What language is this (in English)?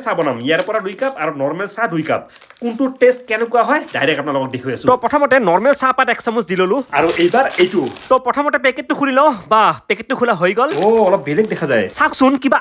Assamese